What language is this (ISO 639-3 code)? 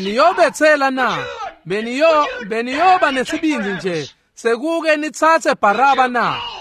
ssw